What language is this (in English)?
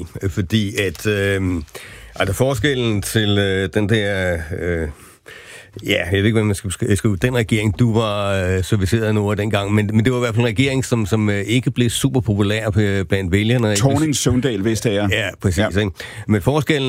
Danish